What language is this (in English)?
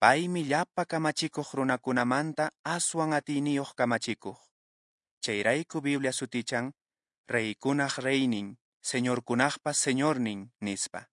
Quechua